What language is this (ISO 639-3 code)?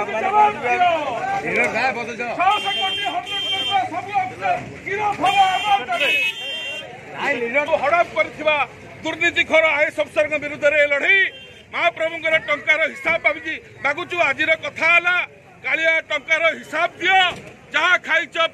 ori